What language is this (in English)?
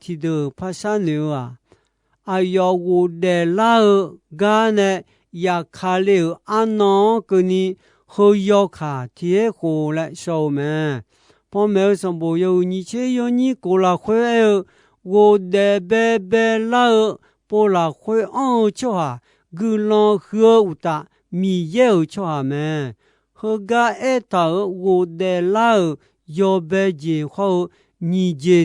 Akha